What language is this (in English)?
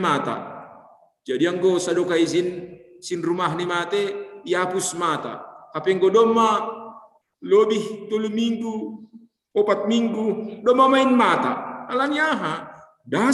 Batak Simalungun